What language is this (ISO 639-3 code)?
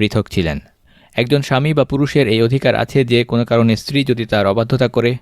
ben